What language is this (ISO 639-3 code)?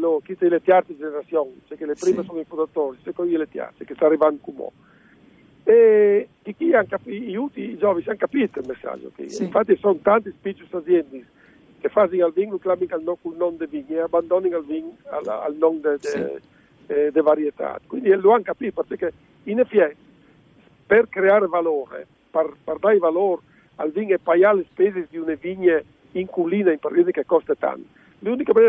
fur